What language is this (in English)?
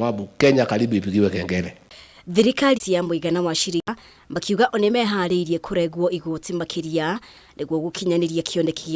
Kikuyu